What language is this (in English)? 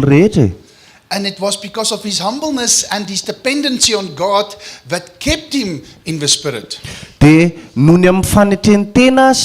Malagasy